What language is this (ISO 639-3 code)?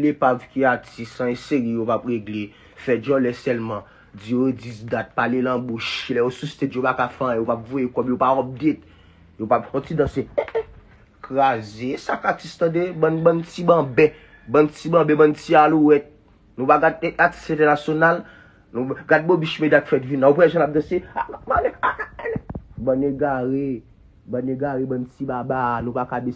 hat